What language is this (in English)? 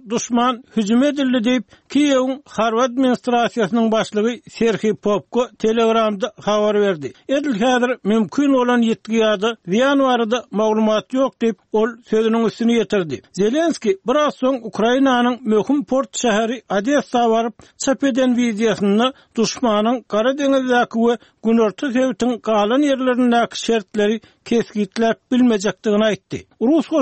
Turkmen